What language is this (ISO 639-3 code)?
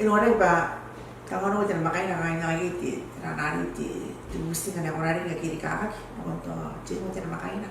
gil